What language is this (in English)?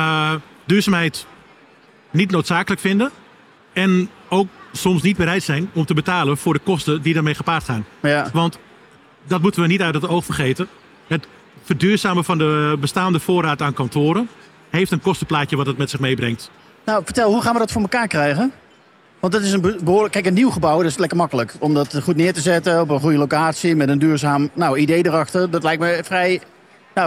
Dutch